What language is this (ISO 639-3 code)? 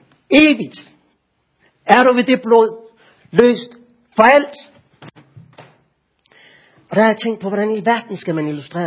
dan